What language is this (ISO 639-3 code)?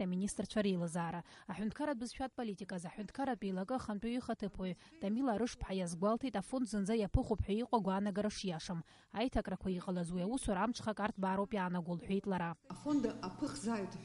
abk